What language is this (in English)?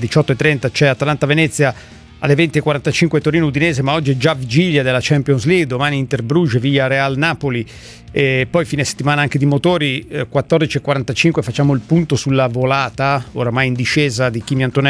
Italian